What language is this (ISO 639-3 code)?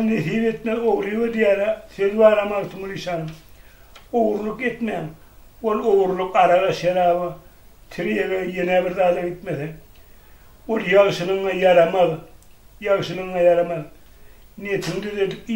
tuk